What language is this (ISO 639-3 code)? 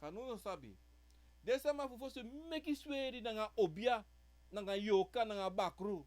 srn